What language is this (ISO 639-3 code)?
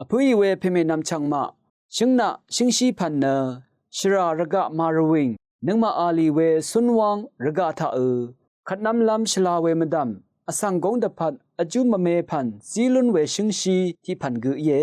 raw